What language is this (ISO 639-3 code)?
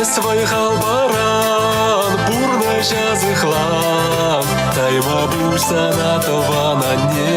chv